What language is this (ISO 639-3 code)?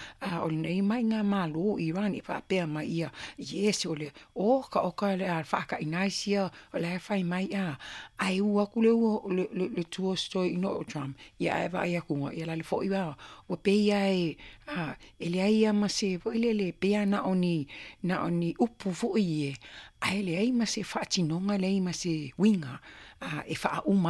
smo